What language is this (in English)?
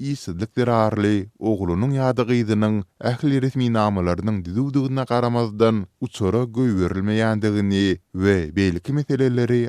Turkmen